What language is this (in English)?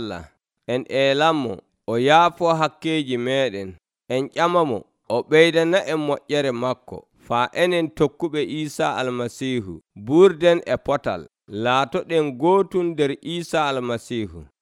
Nigerian Fulfulde